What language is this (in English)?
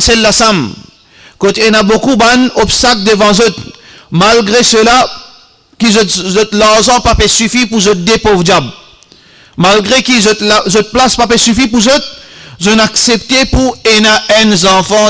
Morisyen